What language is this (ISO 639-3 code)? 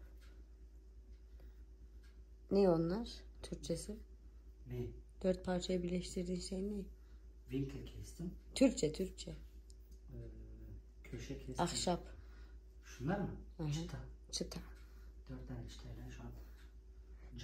tur